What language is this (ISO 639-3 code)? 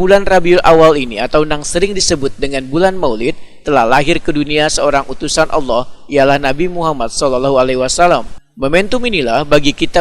bjn